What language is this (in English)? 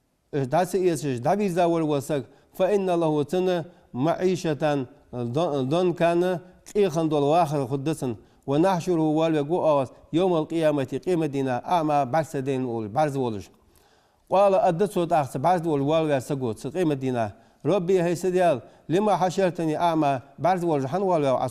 Ingush